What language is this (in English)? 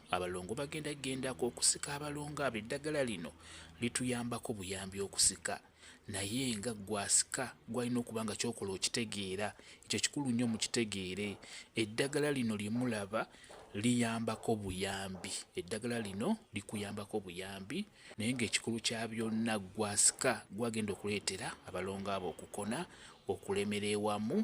Ganda